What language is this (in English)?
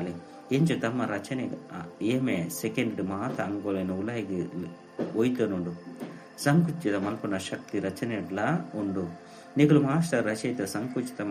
Tulu